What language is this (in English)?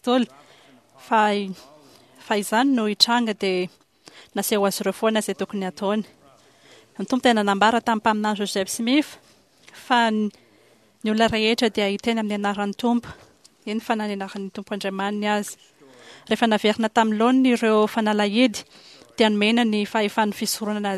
Malagasy